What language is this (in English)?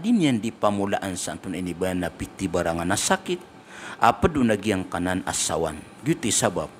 Maranao